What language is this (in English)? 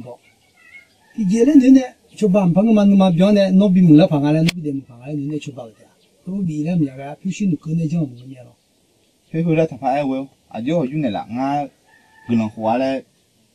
Akha